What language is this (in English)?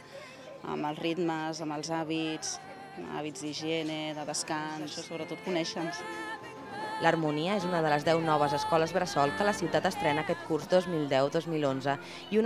Catalan